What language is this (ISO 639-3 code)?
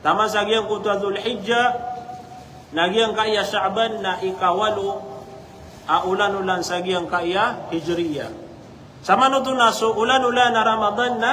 mrw